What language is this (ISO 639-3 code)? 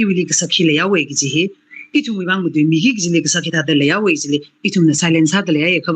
nmf